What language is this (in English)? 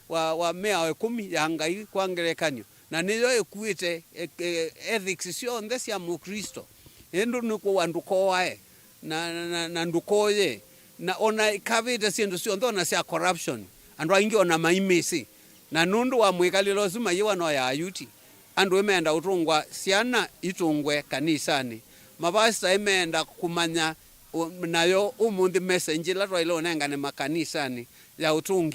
Kamba